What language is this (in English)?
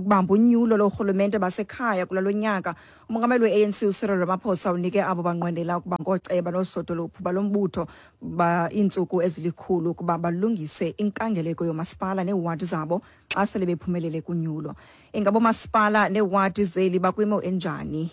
Xhosa